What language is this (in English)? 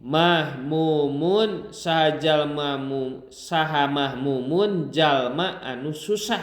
Sundanese